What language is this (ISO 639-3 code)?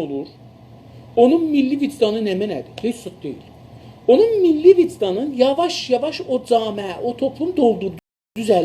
azb